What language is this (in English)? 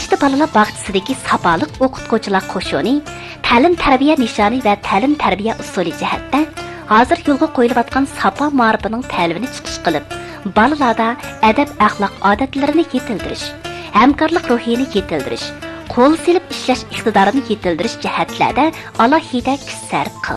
Uyghur